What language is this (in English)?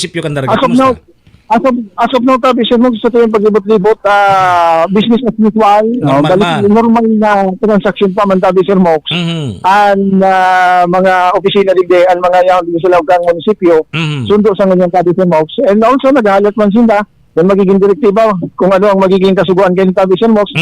Bikol